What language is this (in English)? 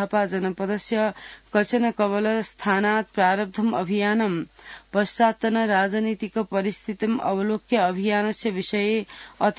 Sanskrit